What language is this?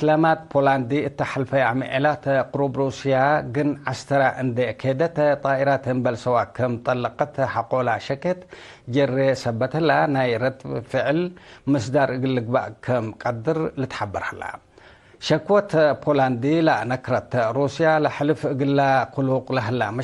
Tigre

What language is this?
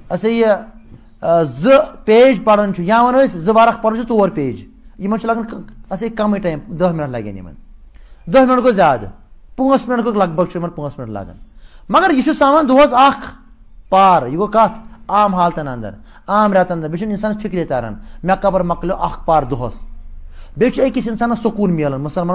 Kashmiri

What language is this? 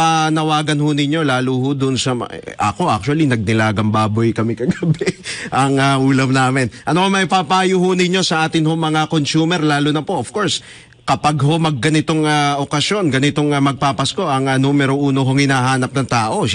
Filipino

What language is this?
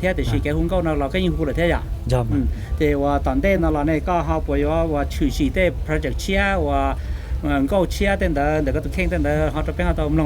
Hmong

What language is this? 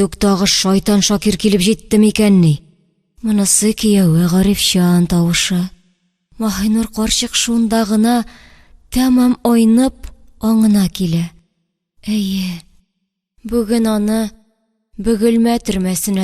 Tatar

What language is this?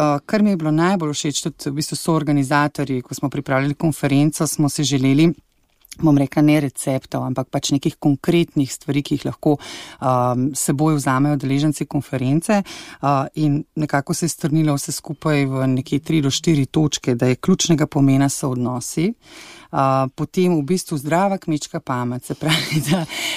Slovenian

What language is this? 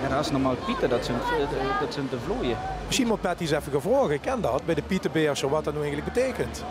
Limburgish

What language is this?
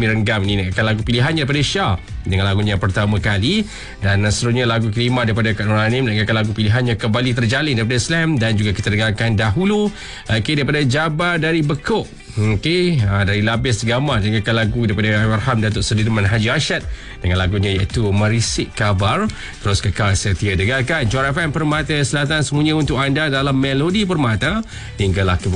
Malay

